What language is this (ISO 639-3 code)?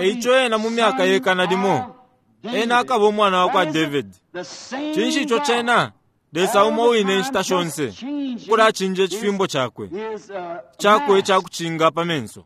bem